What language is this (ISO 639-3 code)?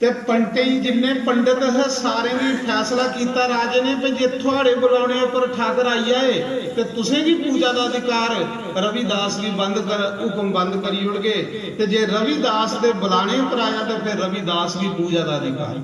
doi